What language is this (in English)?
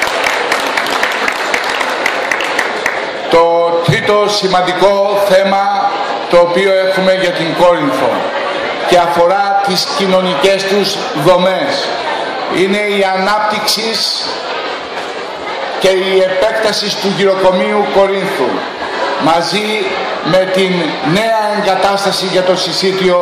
Greek